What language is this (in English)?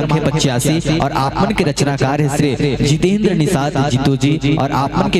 Chhattisgarhi